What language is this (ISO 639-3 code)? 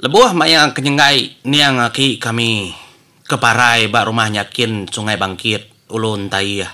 iba